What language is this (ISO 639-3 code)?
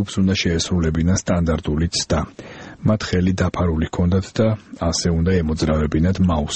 kat